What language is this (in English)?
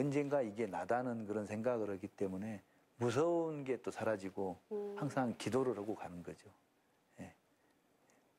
Korean